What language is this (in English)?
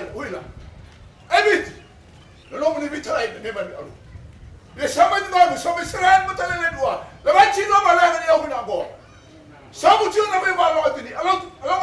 Fijian